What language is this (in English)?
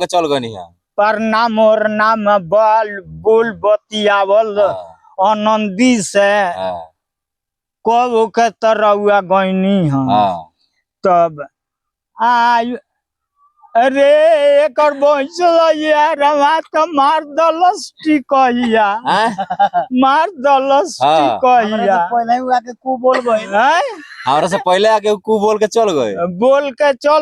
Bhojpuri